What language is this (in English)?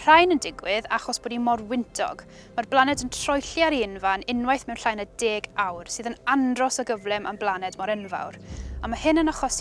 Welsh